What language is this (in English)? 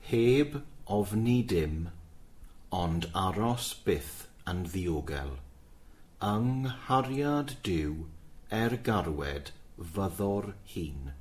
Welsh